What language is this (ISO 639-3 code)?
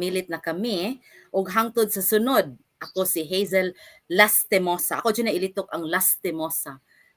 ceb